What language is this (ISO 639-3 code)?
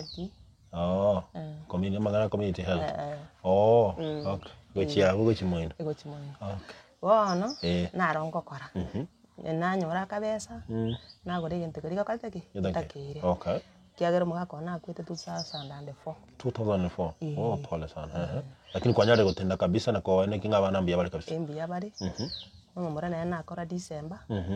guz